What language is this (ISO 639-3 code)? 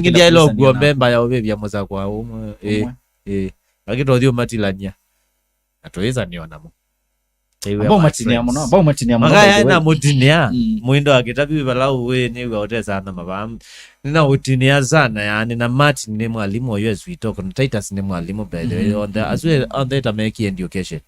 kam